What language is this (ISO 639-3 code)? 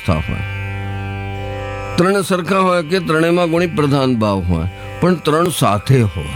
guj